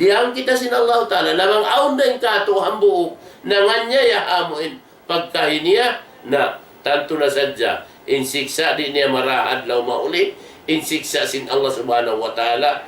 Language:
Tausug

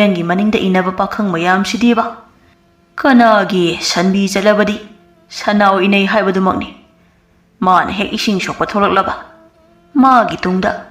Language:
Manipuri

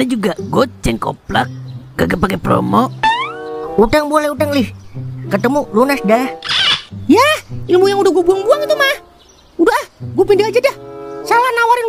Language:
Betawi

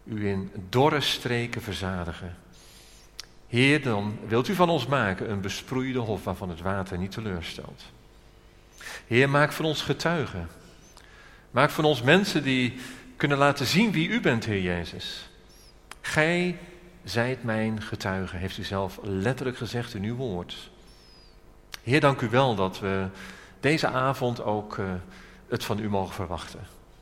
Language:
Dutch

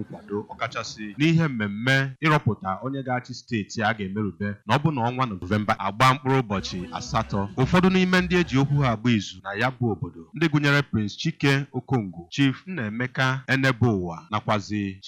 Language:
Igbo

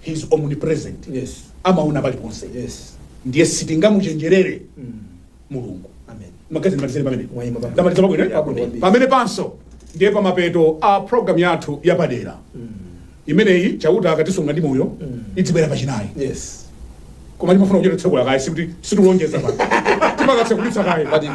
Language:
Nyanja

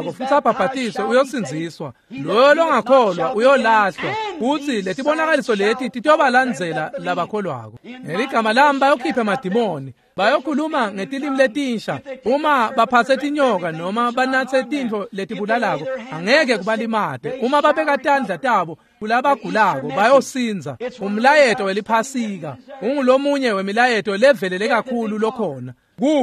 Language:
Swati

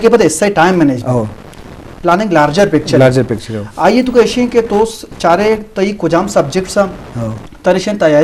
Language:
Eastern Balochi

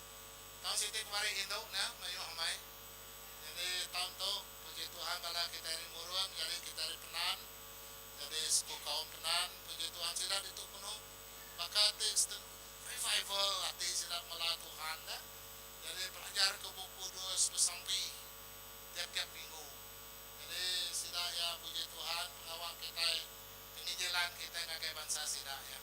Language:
Iban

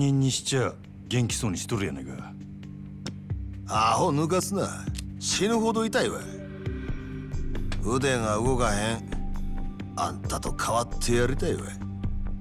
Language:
Japanese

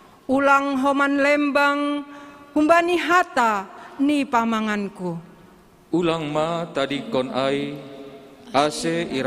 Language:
Batak Simalungun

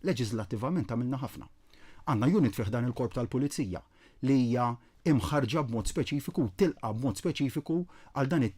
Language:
Maltese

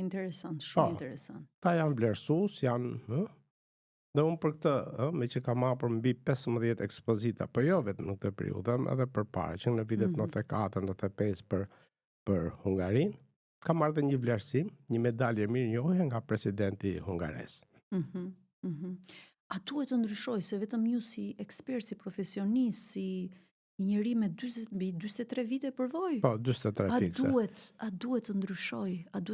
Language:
Albanian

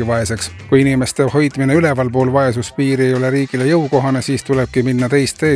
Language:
Estonian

